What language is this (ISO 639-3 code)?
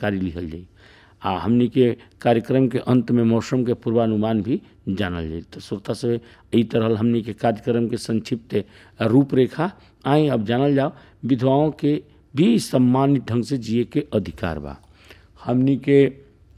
bho